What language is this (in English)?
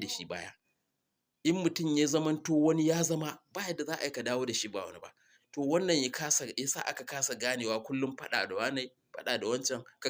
Hausa